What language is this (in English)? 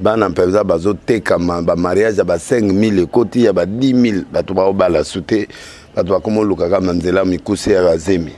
Lingala